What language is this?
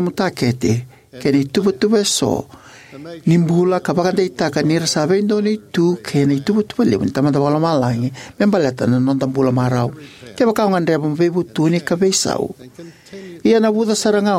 Fijian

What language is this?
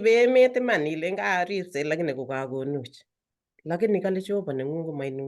Kalenjin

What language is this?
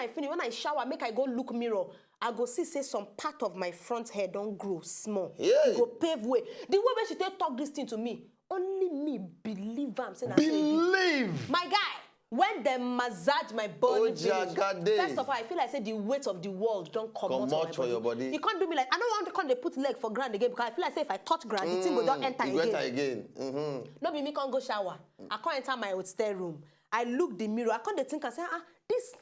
Nigerian Pidgin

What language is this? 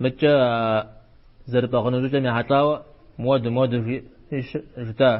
Kabardian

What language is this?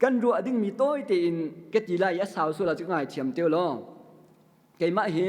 Hakha Chin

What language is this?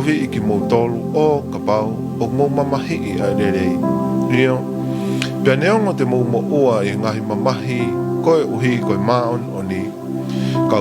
Tongan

